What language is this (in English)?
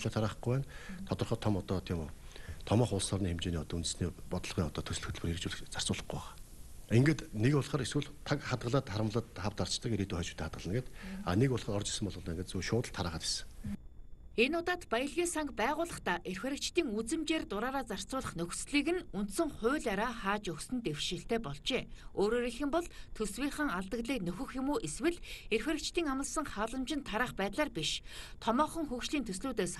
Mongolian